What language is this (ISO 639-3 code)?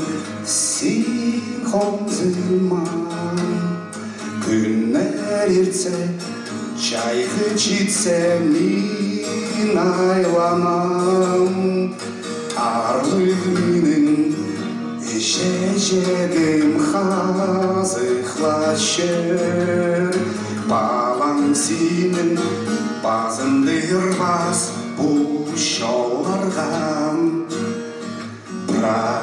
kjh